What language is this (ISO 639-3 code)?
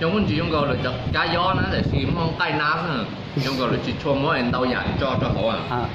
hmn